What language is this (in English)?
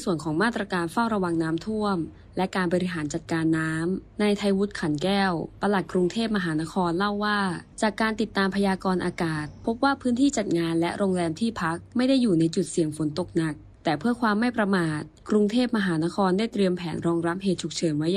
Thai